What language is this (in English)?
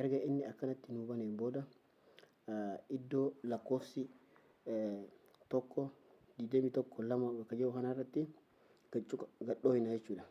Oromo